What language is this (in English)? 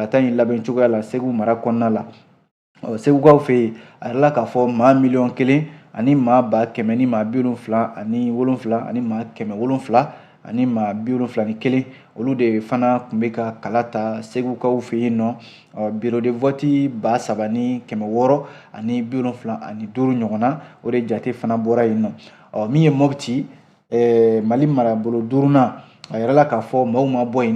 Bambara